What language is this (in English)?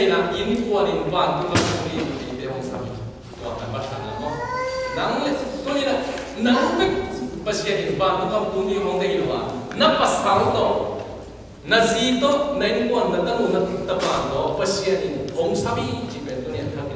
Tedim Chin